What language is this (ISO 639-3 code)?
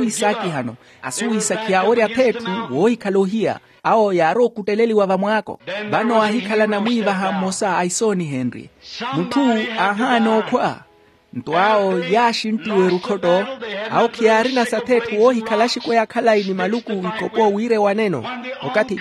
vmw